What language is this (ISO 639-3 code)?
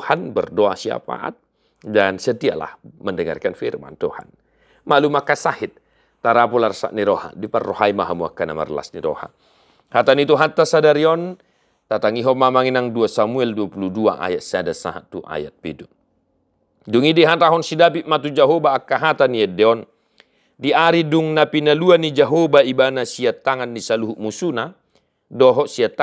bbc